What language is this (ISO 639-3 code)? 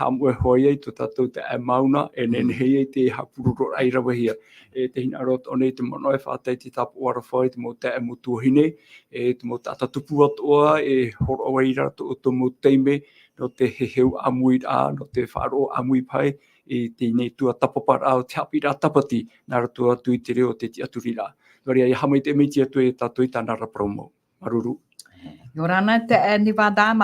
tah